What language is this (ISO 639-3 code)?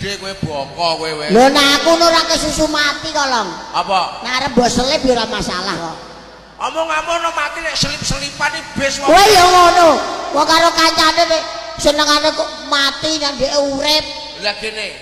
jav